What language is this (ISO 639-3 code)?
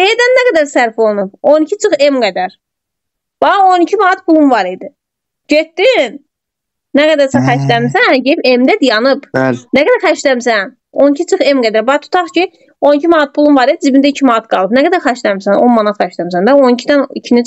aze